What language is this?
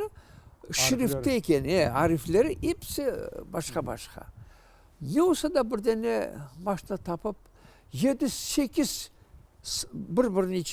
Crimean Tatar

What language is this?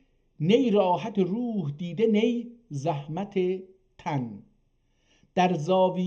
South Azerbaijani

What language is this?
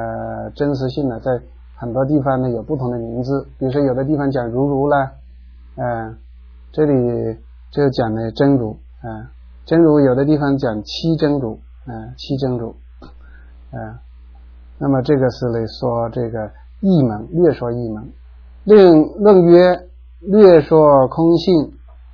Chinese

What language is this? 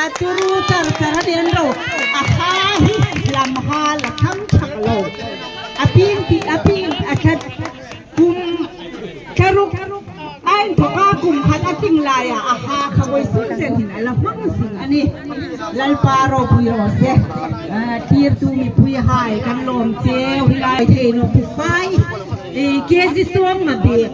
Hmar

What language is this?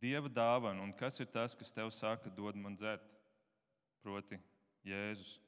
Latvian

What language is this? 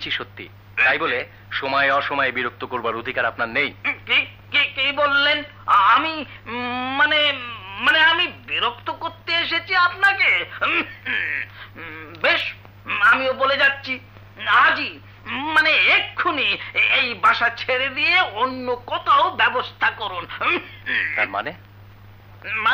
Bangla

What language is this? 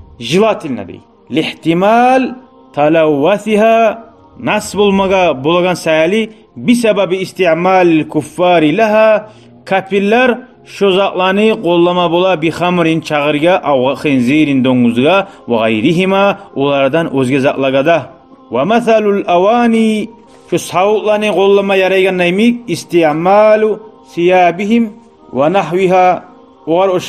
Kumyk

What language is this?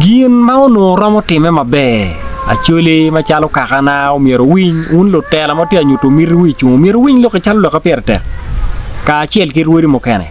Acoli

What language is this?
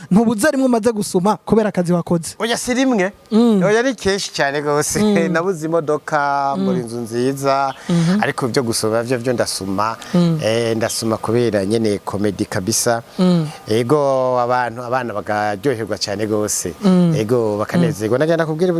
Rundi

